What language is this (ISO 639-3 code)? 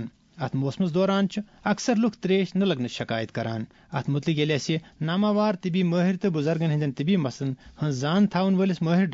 kas